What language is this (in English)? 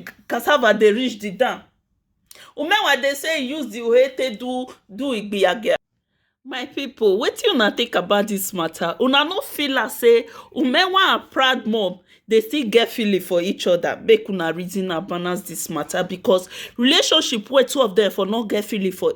Nigerian Pidgin